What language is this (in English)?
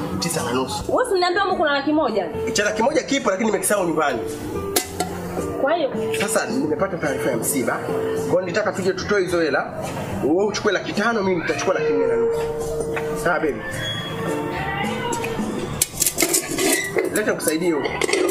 Swahili